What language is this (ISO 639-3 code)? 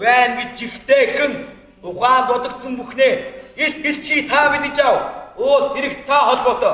mon